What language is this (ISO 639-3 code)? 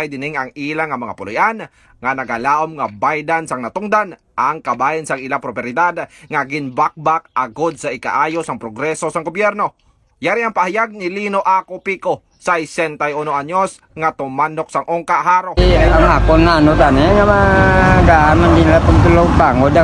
hil